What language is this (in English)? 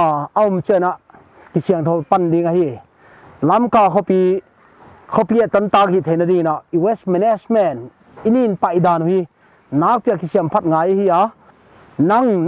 Paite Chin